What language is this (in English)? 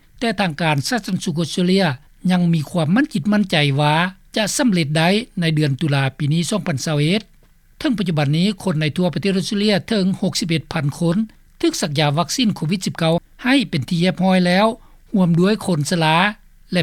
Lao